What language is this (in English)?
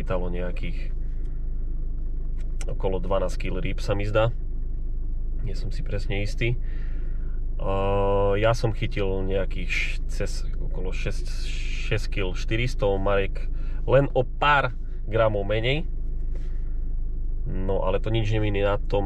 Slovak